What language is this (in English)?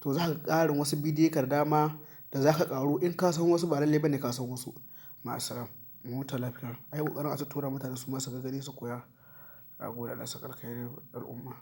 Hausa